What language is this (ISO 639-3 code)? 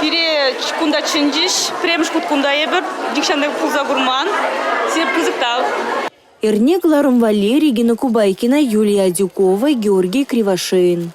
chv